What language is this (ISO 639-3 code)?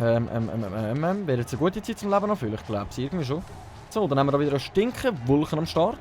gsw